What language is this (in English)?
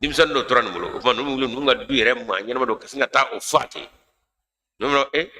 Bambara